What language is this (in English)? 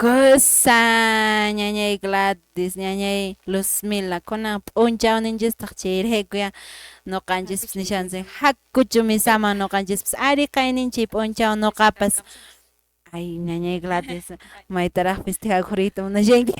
Quechua